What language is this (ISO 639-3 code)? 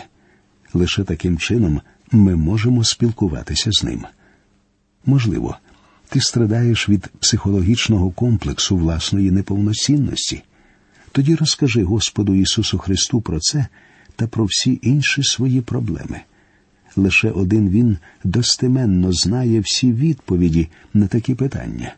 ukr